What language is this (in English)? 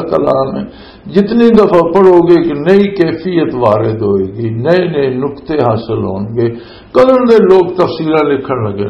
Western Panjabi